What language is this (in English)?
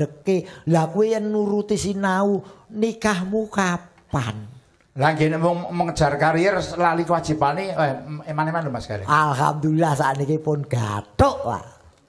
Javanese